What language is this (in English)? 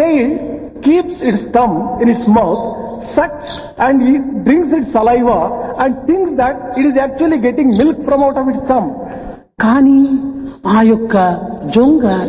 Telugu